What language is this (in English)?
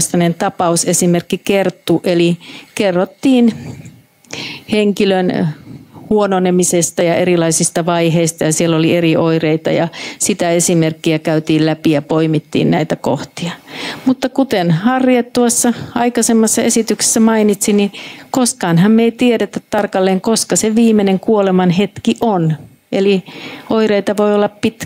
Finnish